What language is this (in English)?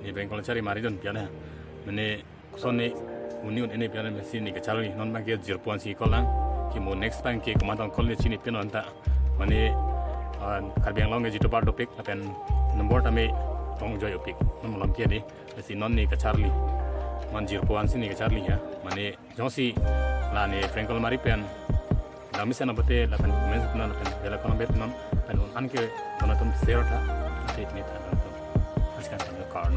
Karbi